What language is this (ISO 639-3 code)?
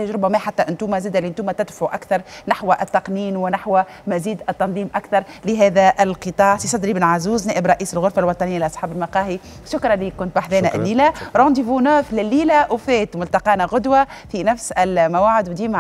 aeb